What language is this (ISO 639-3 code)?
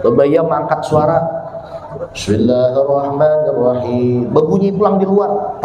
bjn